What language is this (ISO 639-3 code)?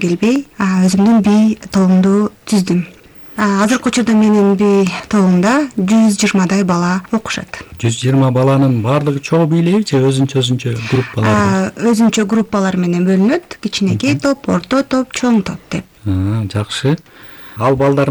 kir